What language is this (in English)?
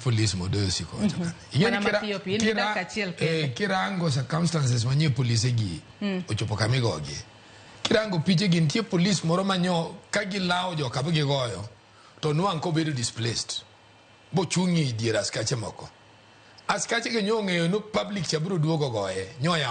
Luo (Kenya and Tanzania)